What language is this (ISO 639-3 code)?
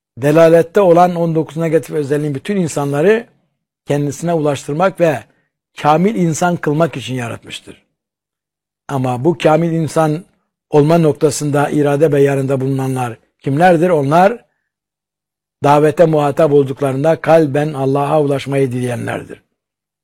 tur